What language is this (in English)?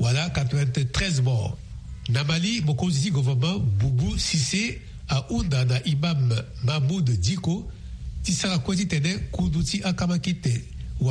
Sango